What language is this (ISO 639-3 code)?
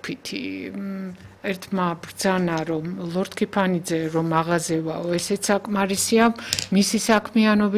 kat